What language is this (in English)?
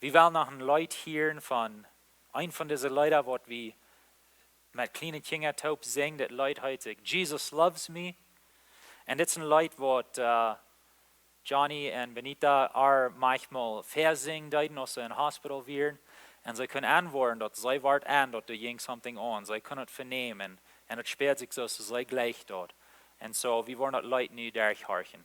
Plautdietsch